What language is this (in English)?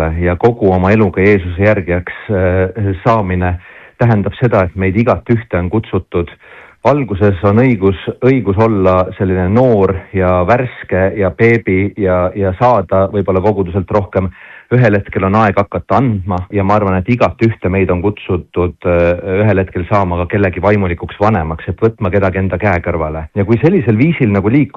Estonian